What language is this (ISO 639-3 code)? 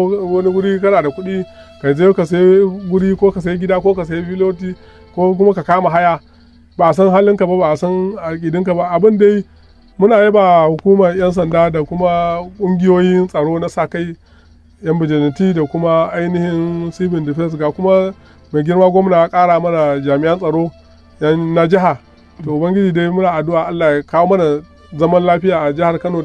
hau